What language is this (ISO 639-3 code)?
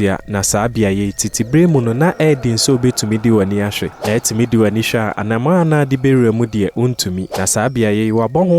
aka